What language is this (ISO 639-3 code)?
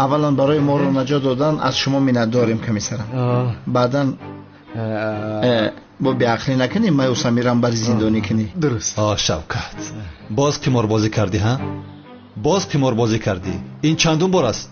tgk